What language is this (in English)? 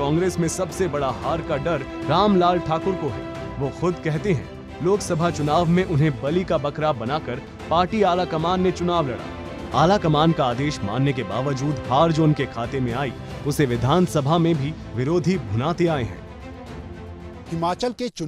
Hindi